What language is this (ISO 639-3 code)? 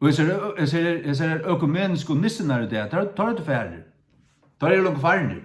fao